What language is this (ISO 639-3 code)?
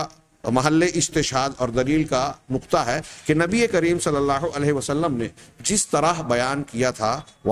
urd